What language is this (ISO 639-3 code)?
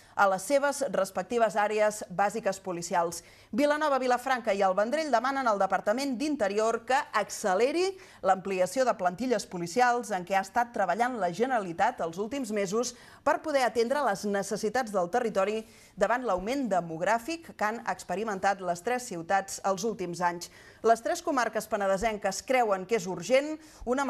cat